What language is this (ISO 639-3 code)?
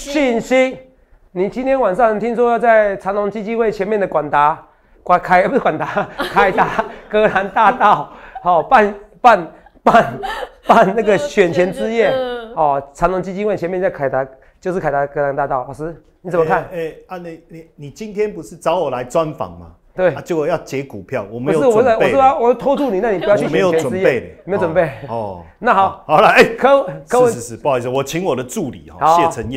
zho